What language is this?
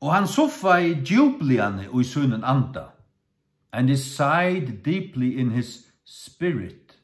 Faroese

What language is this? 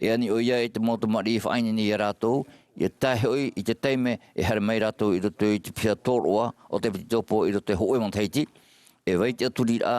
Tahitian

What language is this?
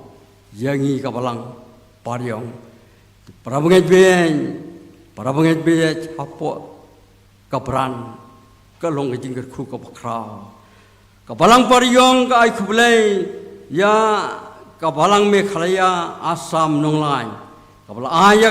Khasi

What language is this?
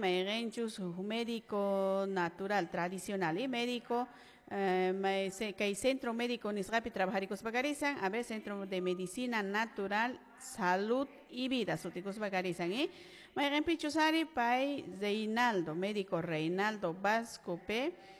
Quechua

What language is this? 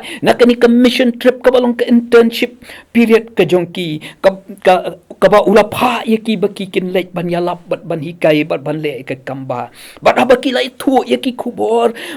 Khasi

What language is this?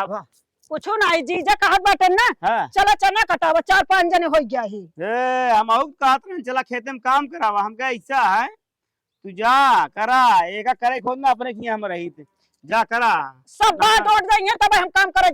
Awadhi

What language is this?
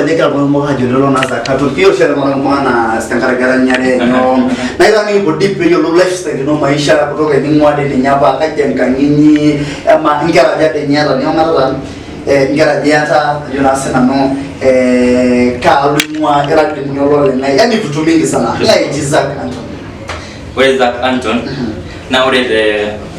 Masai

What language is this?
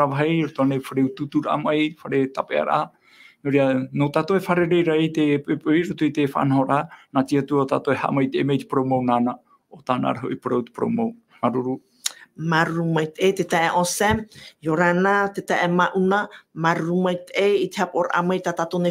Tahitian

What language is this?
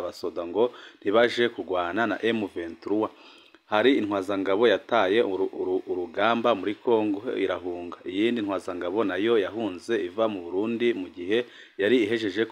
Rundi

